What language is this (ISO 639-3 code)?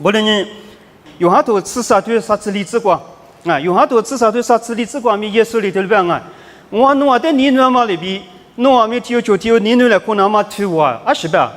lis